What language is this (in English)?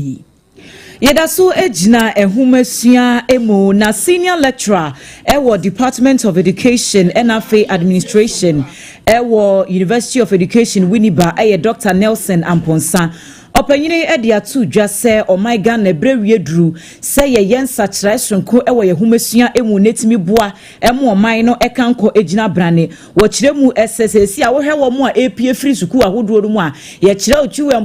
Akan